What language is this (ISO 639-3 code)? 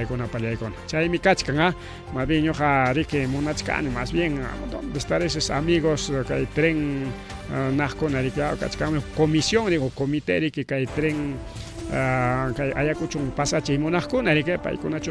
quy